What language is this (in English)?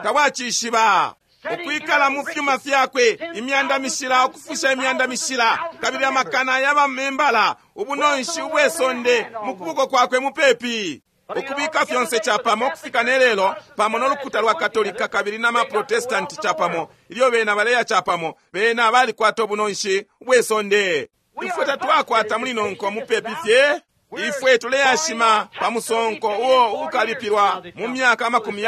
Bemba